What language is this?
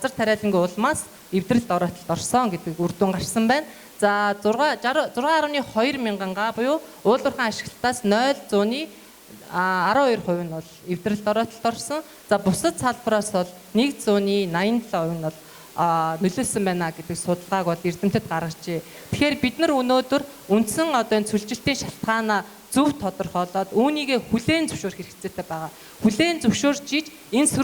Mongolian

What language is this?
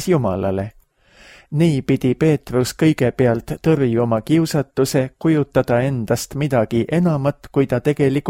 Estonian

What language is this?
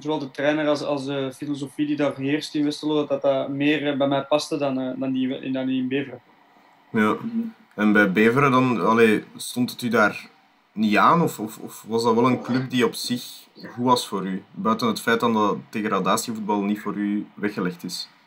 Dutch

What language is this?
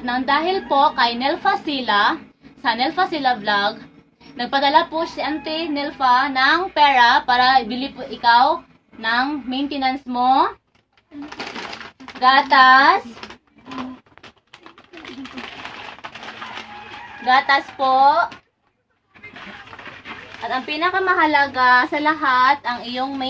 Filipino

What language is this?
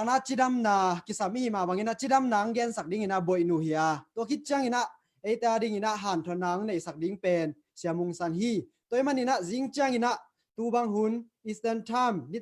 Tedim Chin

